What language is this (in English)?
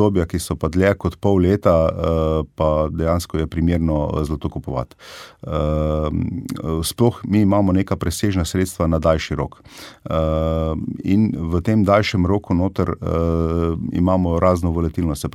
Slovenian